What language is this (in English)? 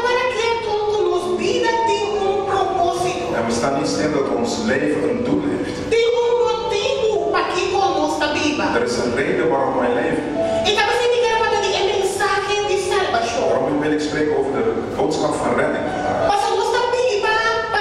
Papiamento